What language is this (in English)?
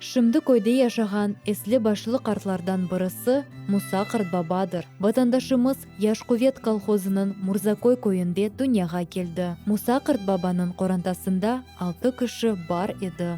Crimean Tatar